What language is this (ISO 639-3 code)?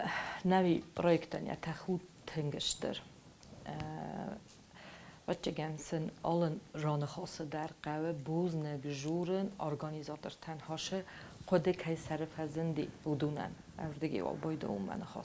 oss